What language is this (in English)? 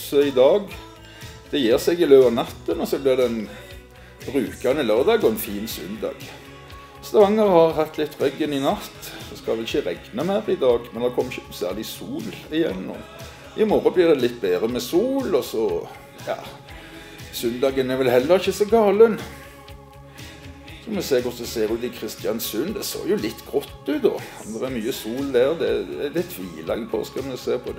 Norwegian